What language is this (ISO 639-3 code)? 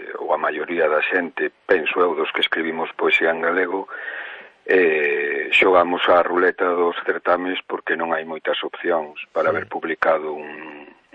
glg